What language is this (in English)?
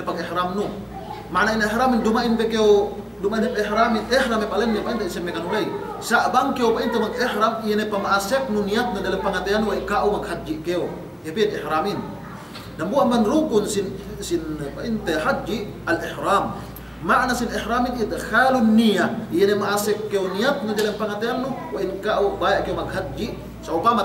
Yakan